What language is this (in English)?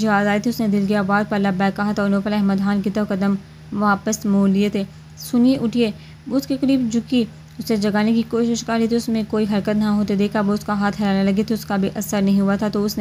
Urdu